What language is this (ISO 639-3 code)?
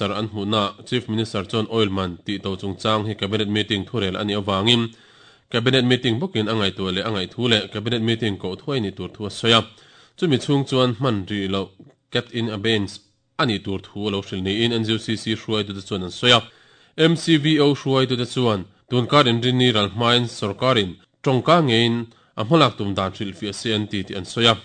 lus